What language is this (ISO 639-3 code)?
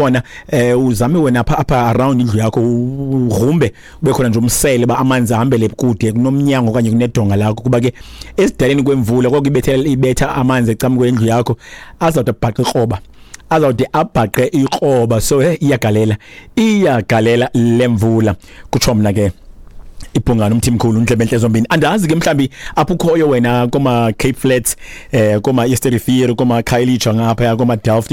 xho